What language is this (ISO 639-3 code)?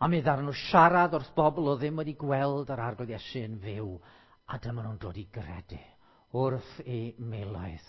cym